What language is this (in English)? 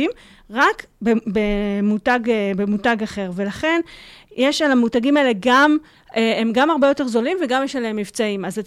Hebrew